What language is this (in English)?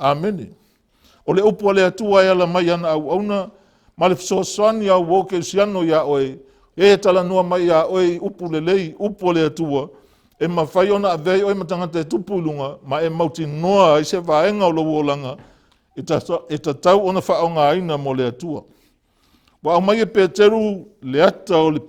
Samoan